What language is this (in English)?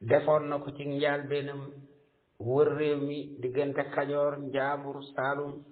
Wolof